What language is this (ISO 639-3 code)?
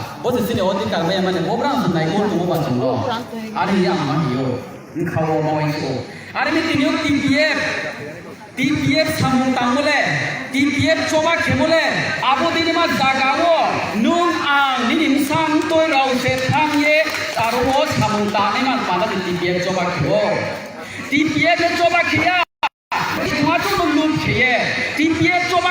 ria